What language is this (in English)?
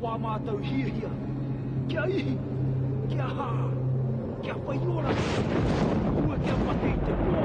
Māori